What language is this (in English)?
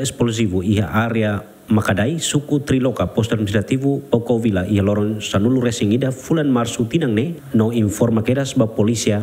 Tetum